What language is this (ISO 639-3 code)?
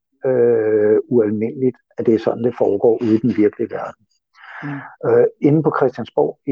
dan